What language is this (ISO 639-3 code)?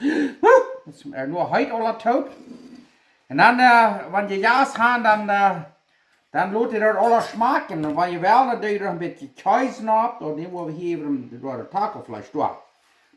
pdt